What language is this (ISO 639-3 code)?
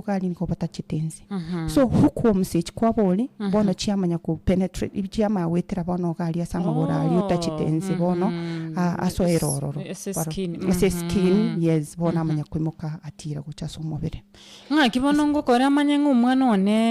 guz